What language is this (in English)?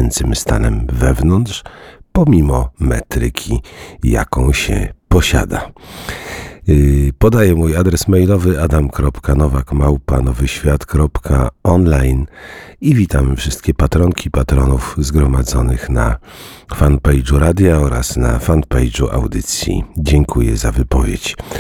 Polish